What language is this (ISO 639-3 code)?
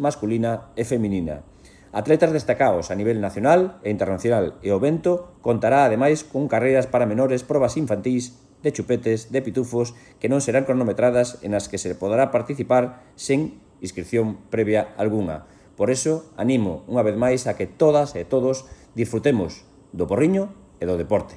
glg